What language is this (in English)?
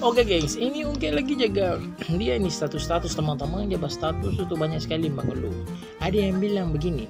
Manado Malay